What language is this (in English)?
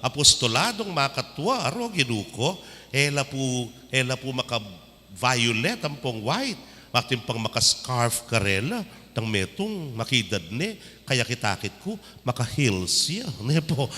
Pampanga